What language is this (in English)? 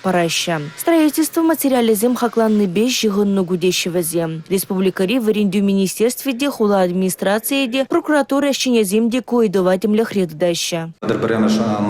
Chuvash